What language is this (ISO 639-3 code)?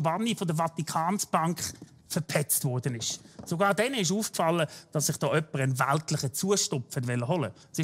gsw